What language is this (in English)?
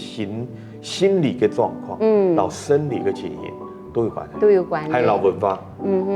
Hakka Chinese